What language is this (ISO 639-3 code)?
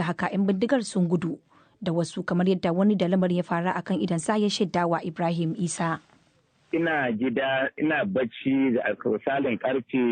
hau